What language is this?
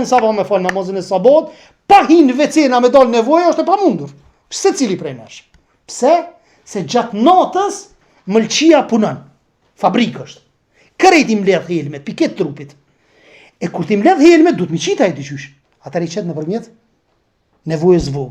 Albanian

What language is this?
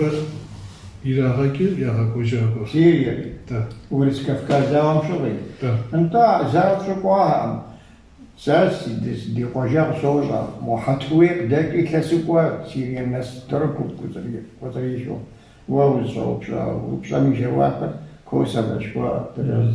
Kabardian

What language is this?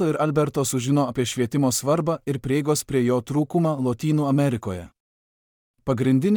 Lithuanian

